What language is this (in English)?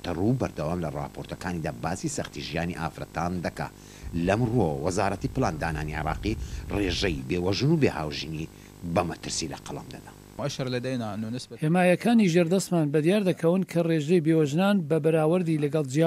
Central Kurdish